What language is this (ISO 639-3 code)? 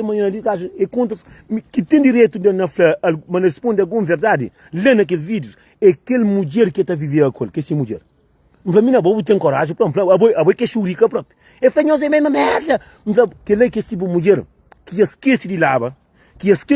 kea